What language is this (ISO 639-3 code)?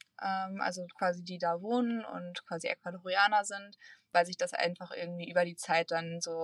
deu